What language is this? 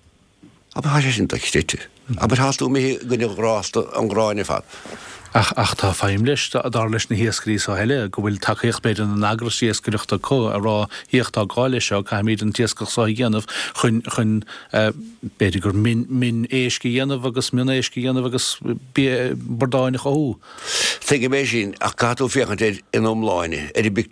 Irish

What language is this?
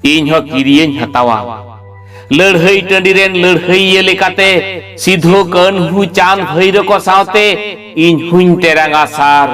Santali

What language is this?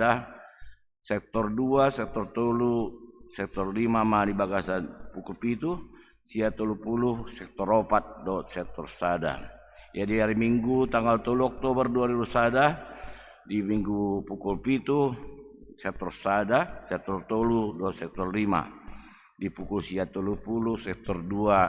Batak Toba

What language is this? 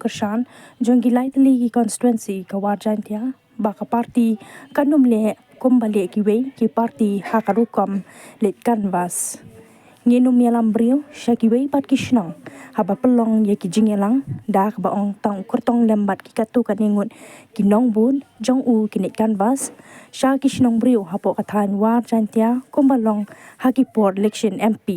Khasi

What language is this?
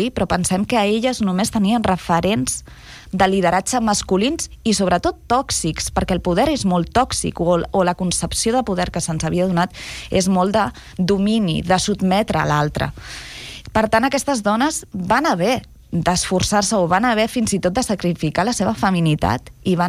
Catalan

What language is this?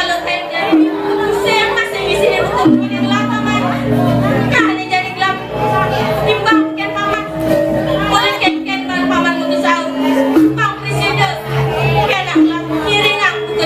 Balinese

